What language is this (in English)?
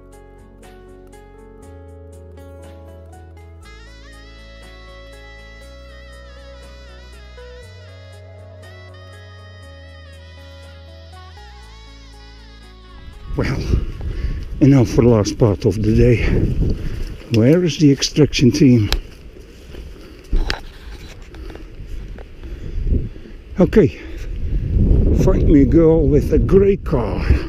English